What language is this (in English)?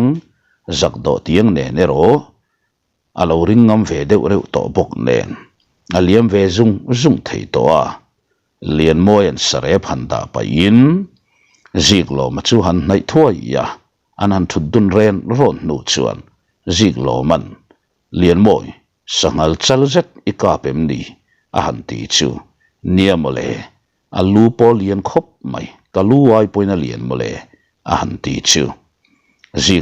Mizo